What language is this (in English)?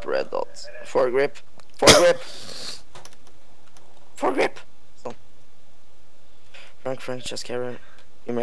Norwegian